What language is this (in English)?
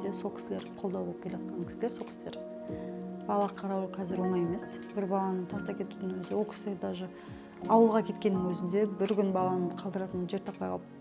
Kazakh